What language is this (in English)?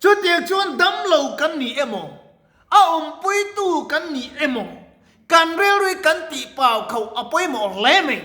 Mizo